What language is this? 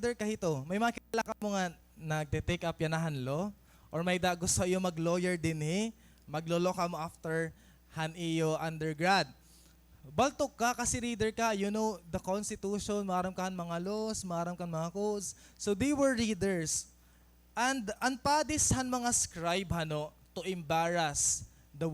Waray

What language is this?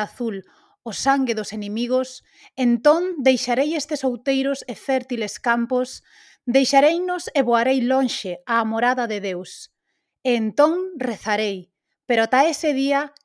Galician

